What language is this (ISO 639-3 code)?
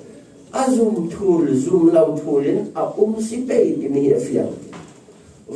cfm